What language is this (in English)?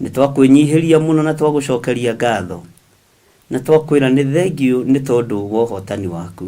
Kikuyu